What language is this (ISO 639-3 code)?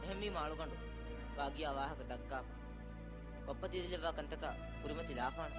div